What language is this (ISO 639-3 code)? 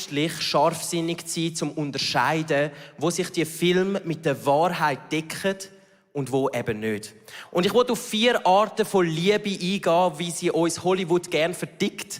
gsw